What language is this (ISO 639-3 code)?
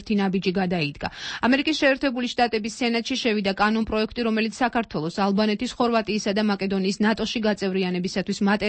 kat